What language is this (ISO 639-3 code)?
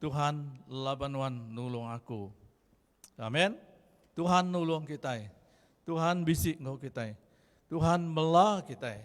iba